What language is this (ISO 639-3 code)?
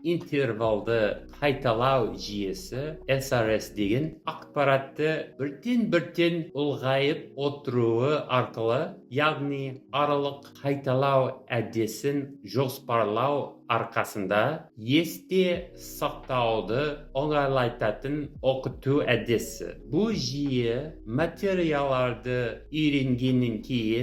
kaz